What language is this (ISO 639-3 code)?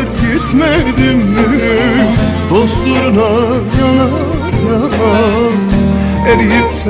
tur